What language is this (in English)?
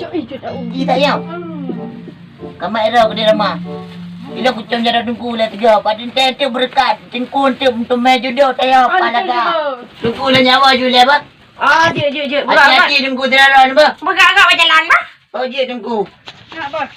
Achinese